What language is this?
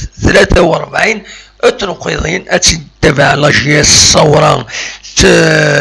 Kabyle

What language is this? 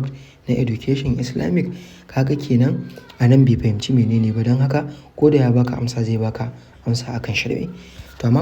Hausa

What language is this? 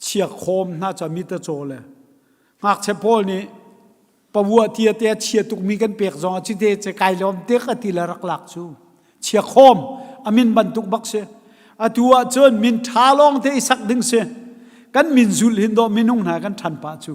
Hakha Chin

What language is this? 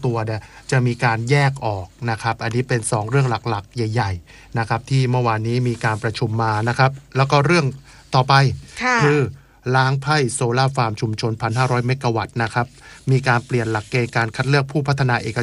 Thai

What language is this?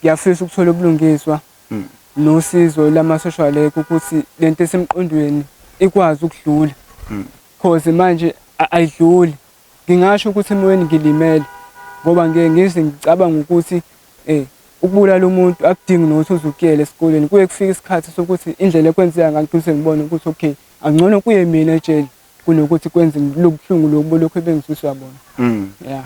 Zulu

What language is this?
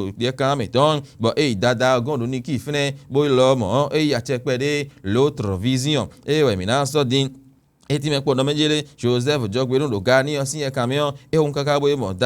Fon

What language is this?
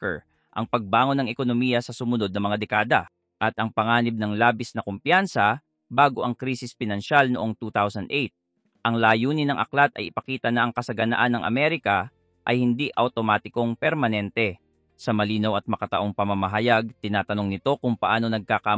Filipino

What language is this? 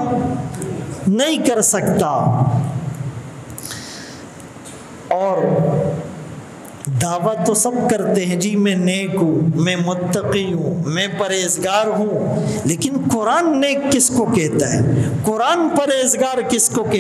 Urdu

